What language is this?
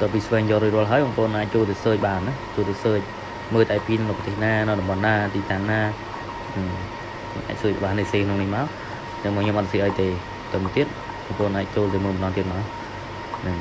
Khmer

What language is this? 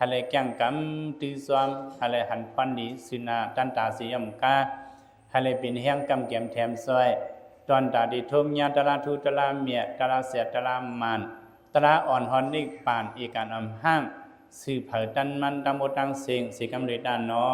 Lao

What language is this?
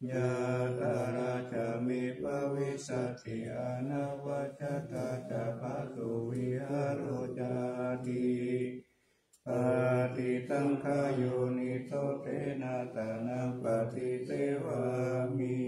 Pali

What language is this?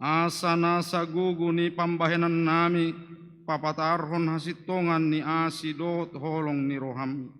Batak Toba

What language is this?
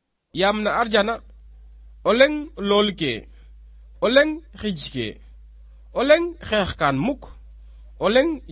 Serer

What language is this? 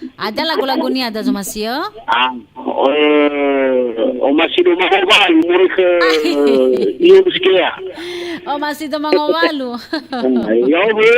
Nias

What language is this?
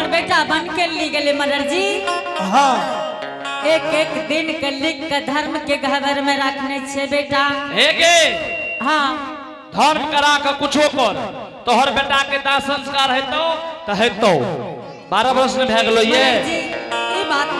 Angika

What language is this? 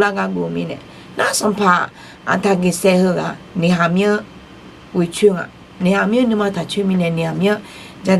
Akha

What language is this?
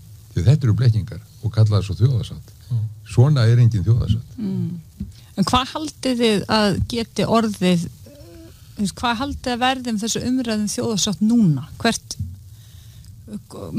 Icelandic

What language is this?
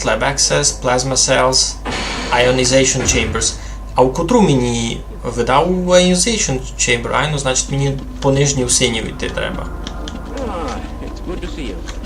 Rusyn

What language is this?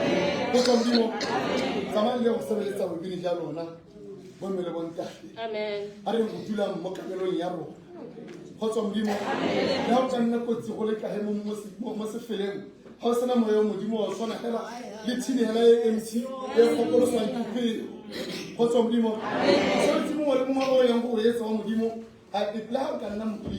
Tswana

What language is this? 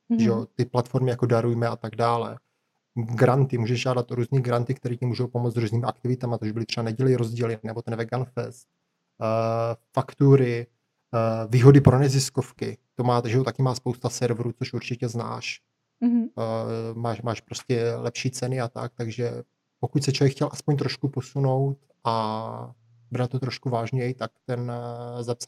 Czech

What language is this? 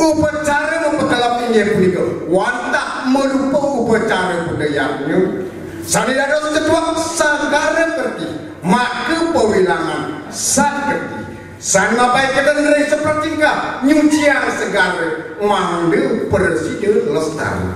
Balinese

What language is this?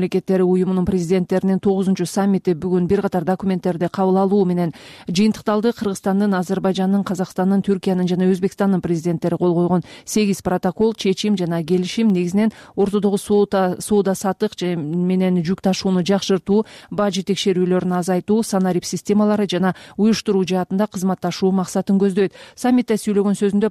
Kyrgyz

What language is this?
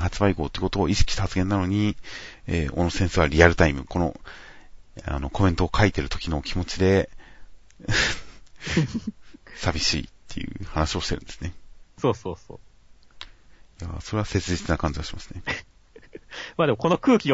Japanese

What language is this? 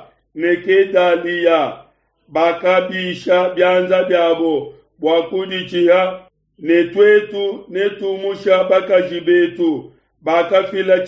Luba-Lulua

